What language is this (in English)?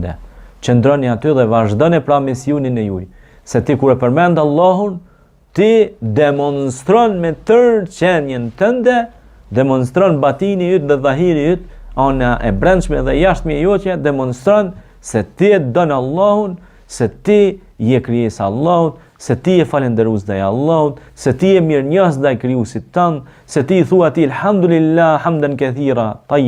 Albanian